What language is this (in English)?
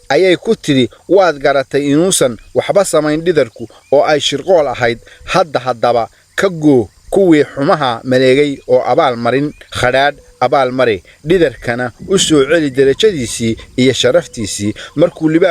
Somali